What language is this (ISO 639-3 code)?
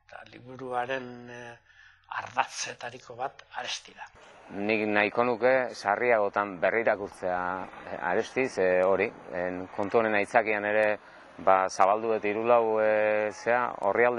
eus